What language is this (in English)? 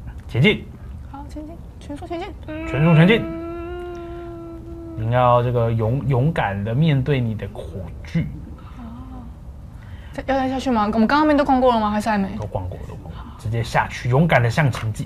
Chinese